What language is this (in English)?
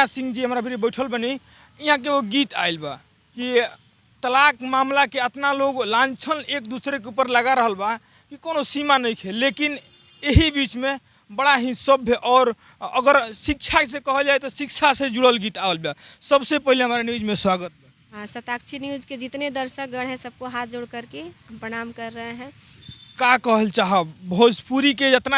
Bhojpuri